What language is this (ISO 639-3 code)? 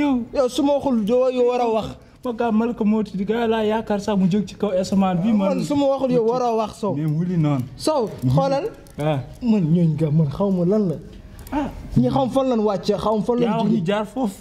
wol